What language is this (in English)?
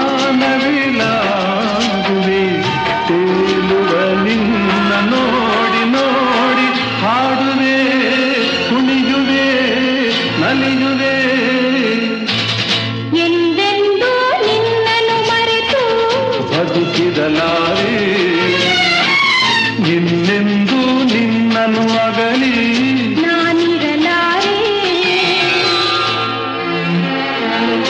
Kannada